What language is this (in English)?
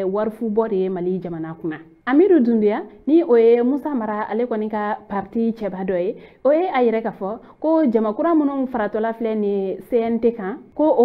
Bambara